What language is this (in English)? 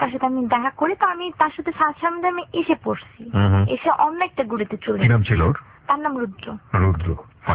Bangla